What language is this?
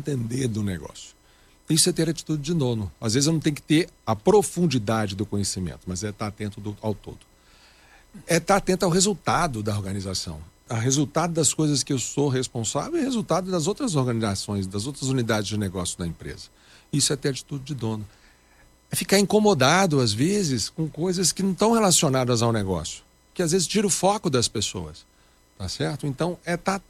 Portuguese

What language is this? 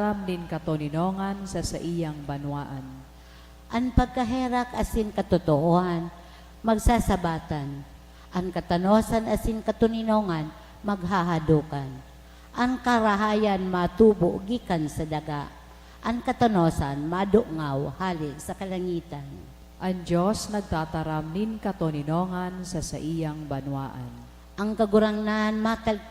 Bikol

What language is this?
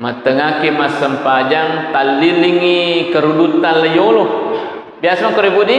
Buginese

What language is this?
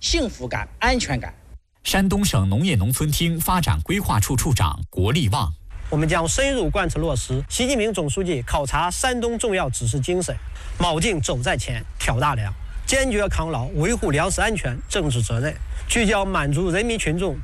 Chinese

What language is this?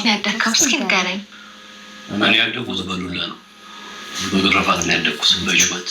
Amharic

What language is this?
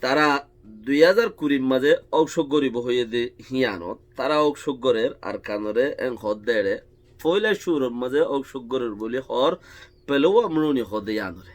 Rohingya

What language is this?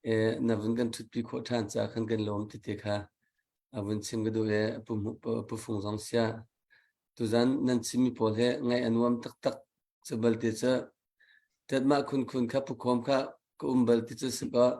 Hakha Chin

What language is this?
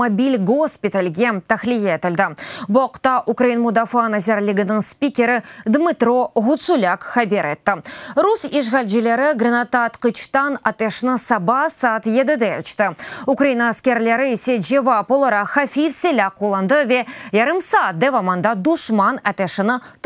Crimean Tatar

